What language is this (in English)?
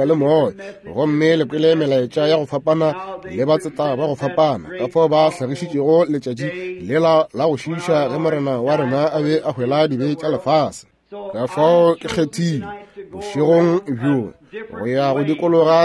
Northern Sotho